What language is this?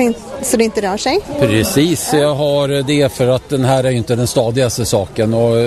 Swedish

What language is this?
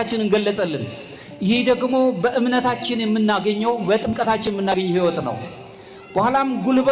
Amharic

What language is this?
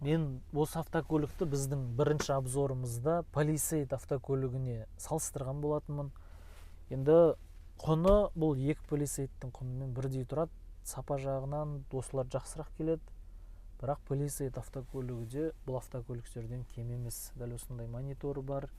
Kazakh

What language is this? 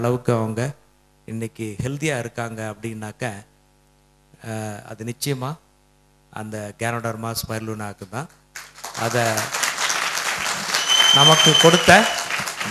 Tamil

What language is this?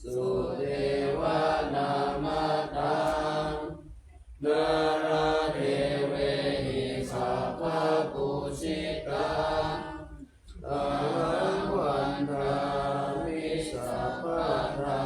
Pali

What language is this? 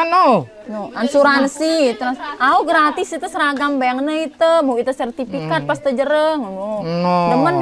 Sasak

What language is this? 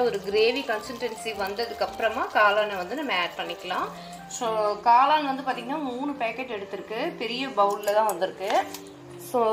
Tamil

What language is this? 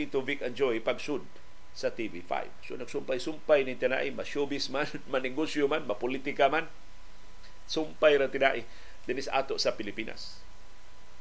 Cebuano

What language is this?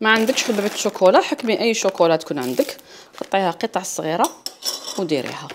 Algerian Arabic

